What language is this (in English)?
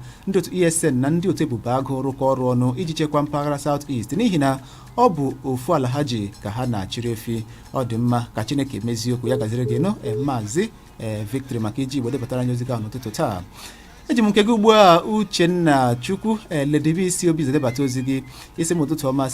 Igbo